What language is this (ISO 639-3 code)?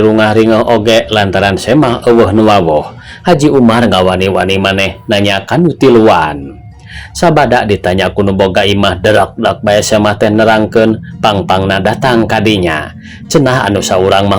sun